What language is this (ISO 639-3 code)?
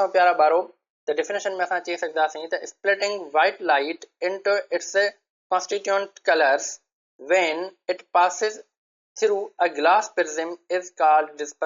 snd